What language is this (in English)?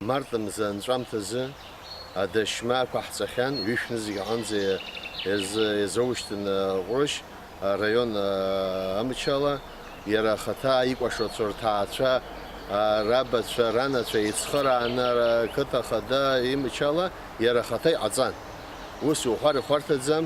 Abkhazian